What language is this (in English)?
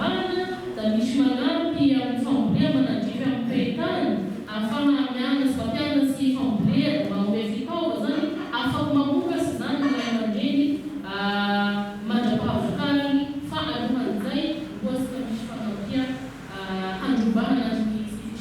Malagasy